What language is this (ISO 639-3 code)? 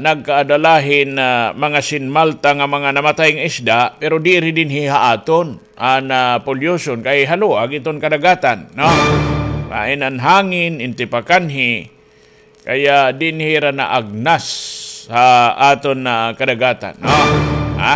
war